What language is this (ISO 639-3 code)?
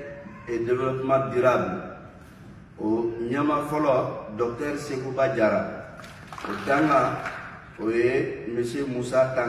bam